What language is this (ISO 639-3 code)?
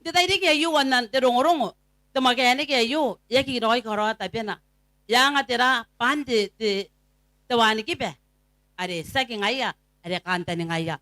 gil